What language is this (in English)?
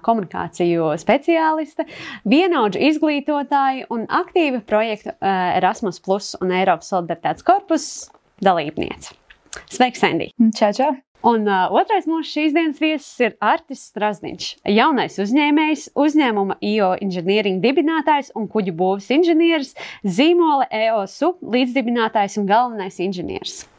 Latvian